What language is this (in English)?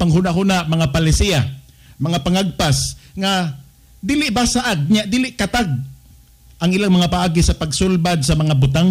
Cebuano